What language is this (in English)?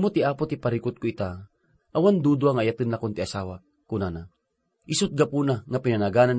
Iloko